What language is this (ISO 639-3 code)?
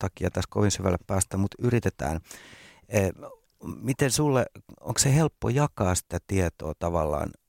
fin